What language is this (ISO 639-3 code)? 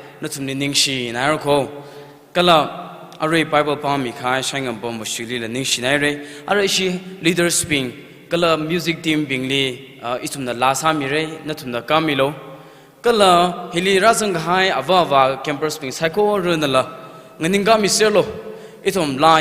nmf